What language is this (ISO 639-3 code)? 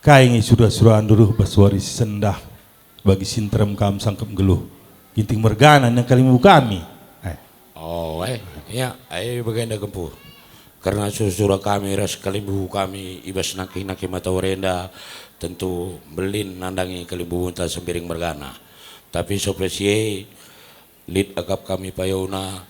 btx